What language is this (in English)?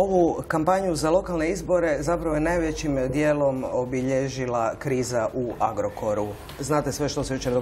Croatian